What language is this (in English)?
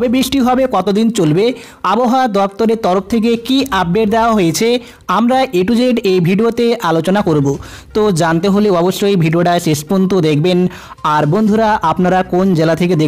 Bangla